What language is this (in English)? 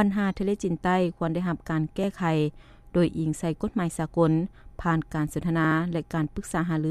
Lao